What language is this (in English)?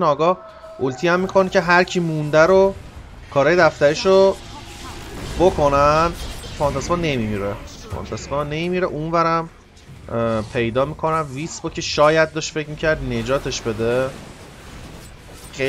Persian